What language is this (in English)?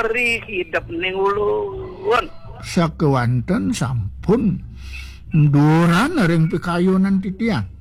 Balinese